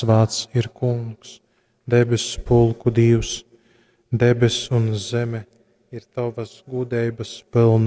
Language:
Latgalian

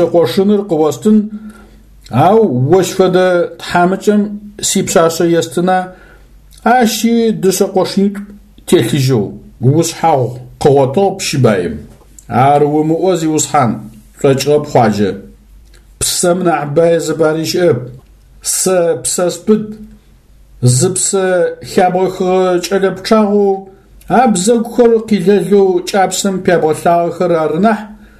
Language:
Adyghe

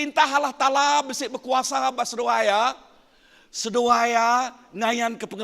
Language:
Iban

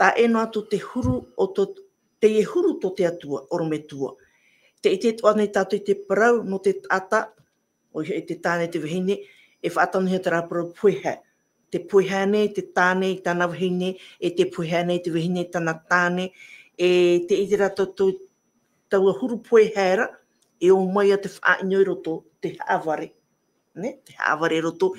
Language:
Tahitian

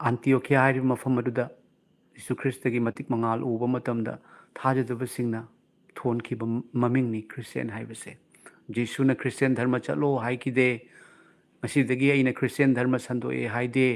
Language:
Manipuri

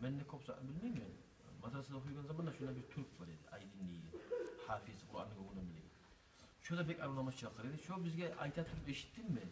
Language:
Kumyk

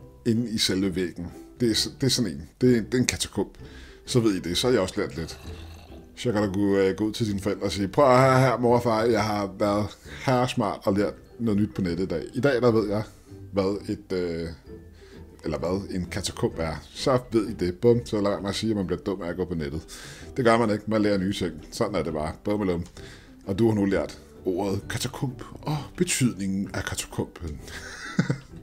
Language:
Danish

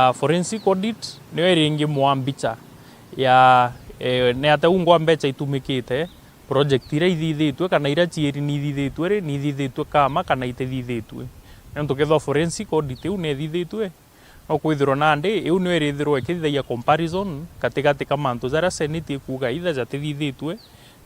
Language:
Meru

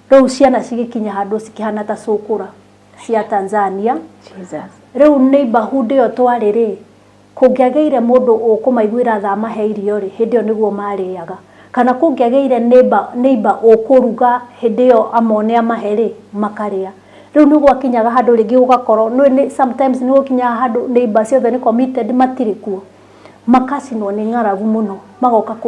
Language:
Kikuyu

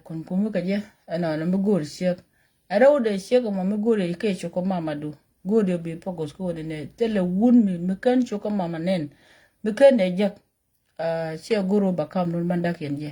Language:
Nuer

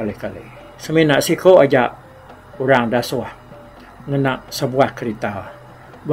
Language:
Iban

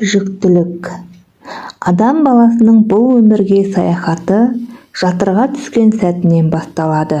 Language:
Kazakh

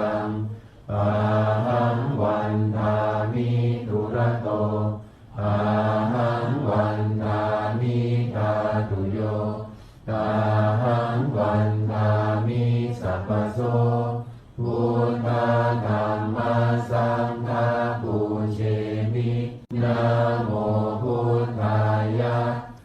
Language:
Pali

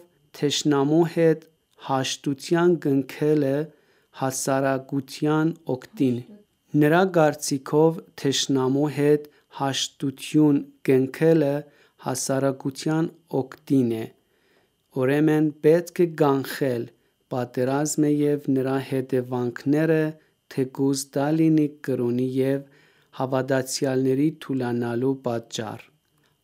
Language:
Armenian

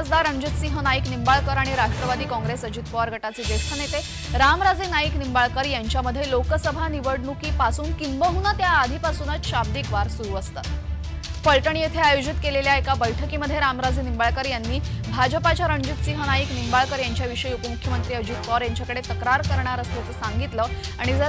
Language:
Marathi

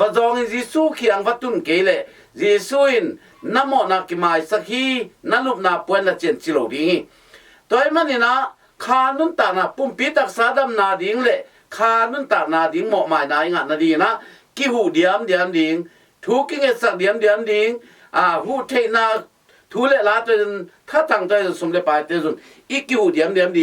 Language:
Tedim Chin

